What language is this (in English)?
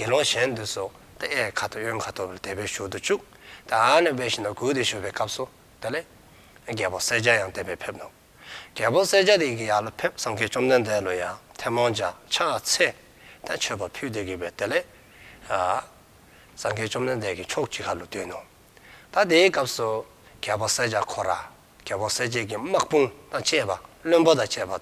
Dzongkha